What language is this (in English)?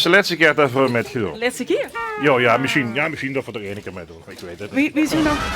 Limburgish